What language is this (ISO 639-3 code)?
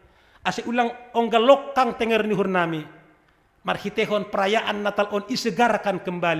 bts